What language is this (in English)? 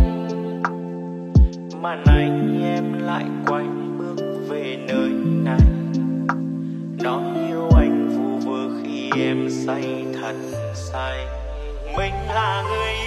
Vietnamese